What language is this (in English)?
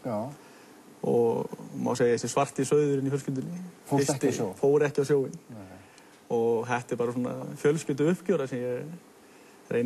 Icelandic